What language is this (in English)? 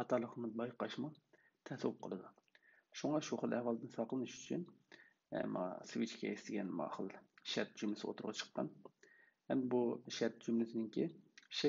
Uyghur